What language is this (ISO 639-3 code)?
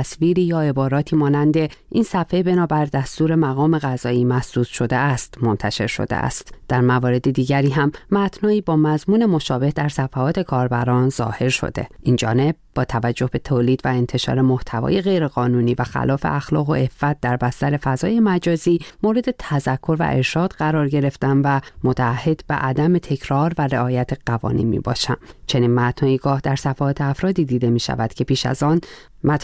fas